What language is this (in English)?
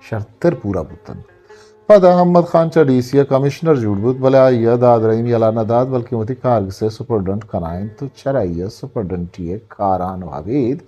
Eastern Balochi